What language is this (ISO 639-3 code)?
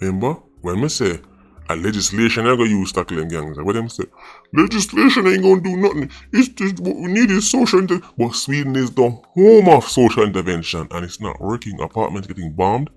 jam